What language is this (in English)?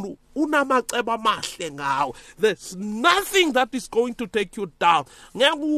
South Ndebele